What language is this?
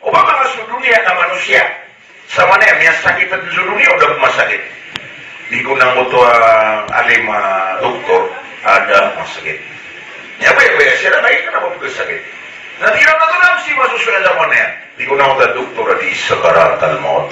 Maranao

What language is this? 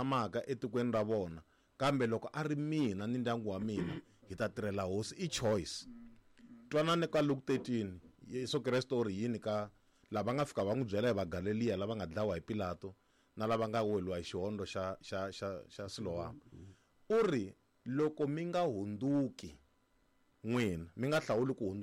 Tsonga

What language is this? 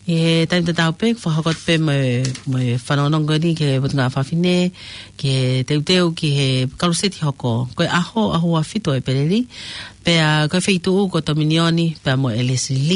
Tongan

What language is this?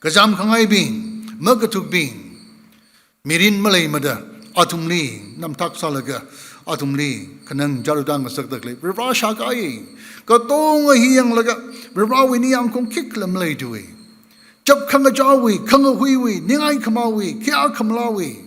Tangkhul Naga (India)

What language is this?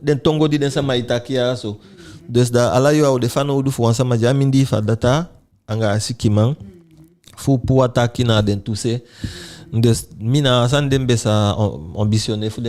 Eastern Maroon Creole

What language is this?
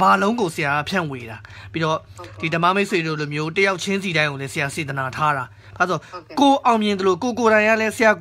Burmese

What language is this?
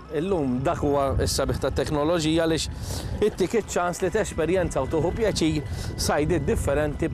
Maltese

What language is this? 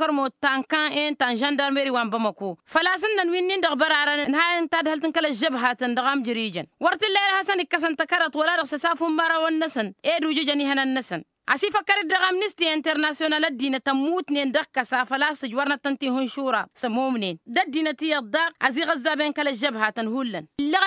Tamasheq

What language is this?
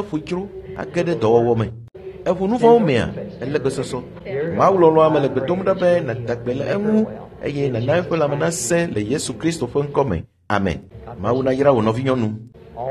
Ewe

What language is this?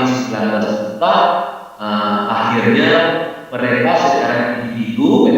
Banjar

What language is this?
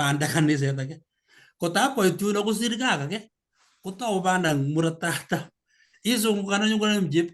Kalenjin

